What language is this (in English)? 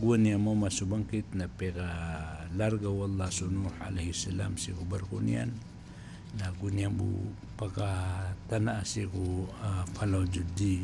Maranao